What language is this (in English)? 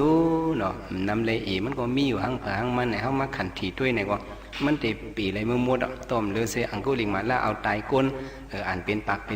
Shan